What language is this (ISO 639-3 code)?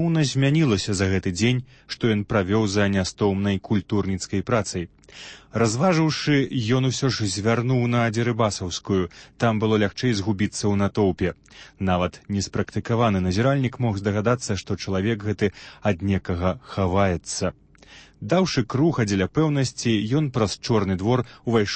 bel